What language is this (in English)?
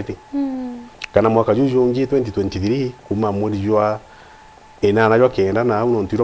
Meru